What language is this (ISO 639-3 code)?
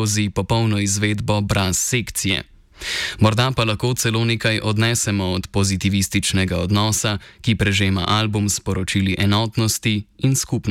slv